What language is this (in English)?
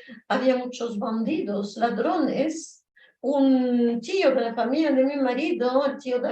Ladino